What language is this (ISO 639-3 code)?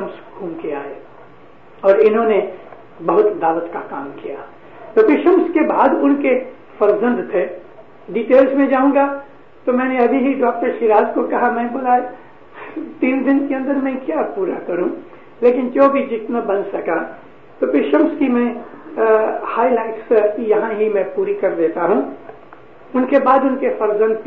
urd